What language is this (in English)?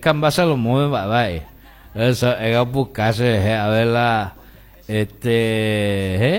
Guarani